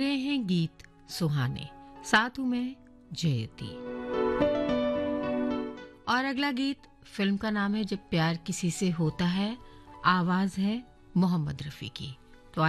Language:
Hindi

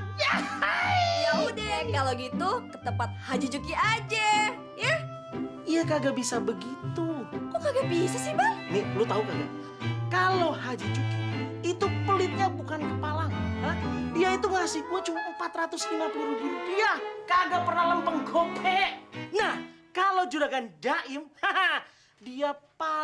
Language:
Betawi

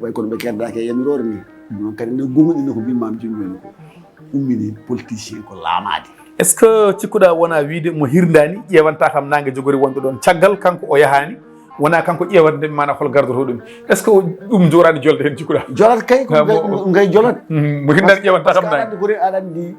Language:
Fula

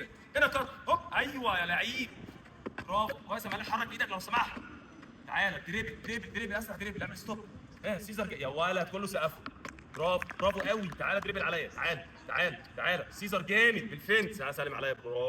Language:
Egyptian Arabic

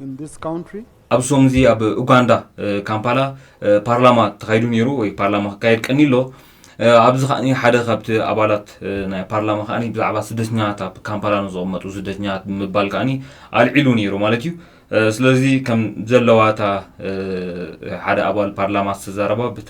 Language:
Tigrinya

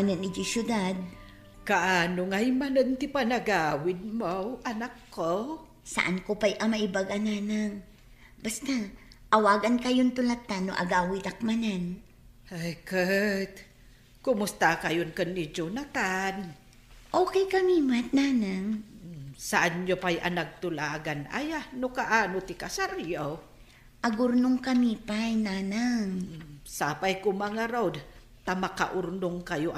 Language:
Iloko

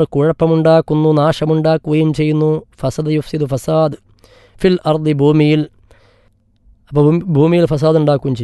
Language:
Malayalam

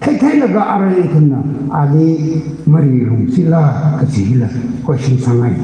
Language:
Tangkhul Naga (India)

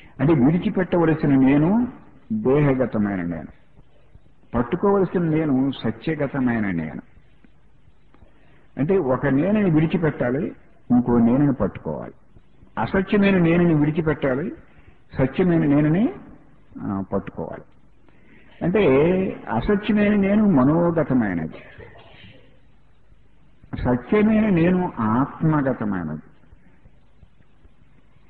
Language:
Telugu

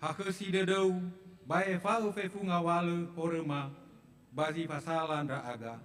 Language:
Nias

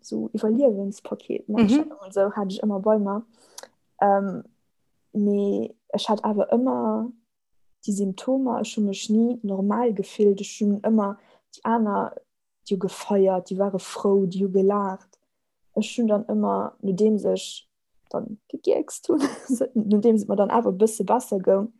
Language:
Luxembourgish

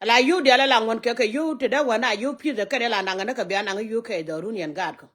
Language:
Nuer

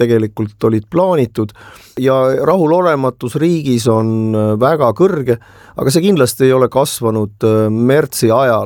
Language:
Estonian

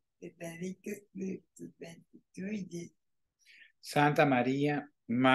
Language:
Latin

